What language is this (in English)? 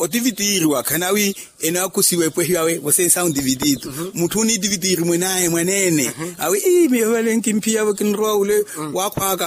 Makhuwa